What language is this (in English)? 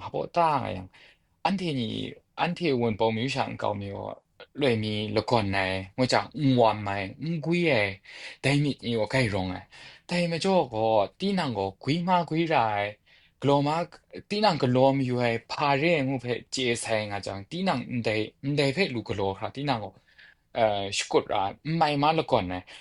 Kachin